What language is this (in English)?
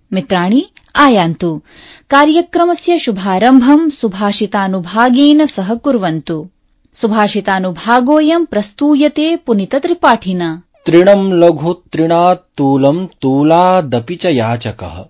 Sanskrit